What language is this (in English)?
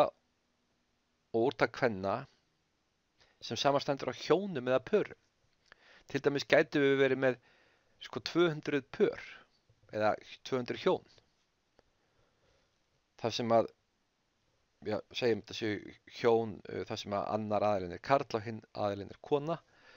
Icelandic